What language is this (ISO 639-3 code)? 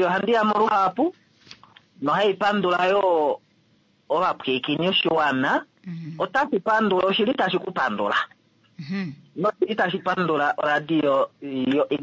kua